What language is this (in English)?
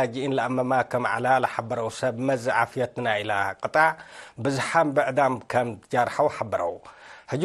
Tigre